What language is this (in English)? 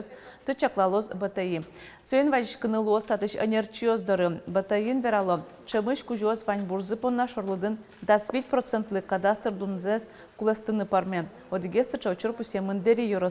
Udmurt